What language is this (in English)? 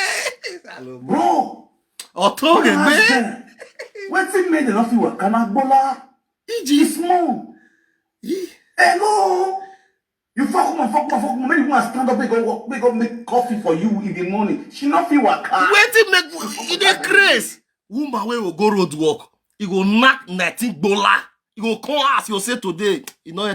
Nigerian Pidgin